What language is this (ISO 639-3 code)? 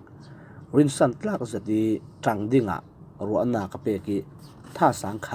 cfm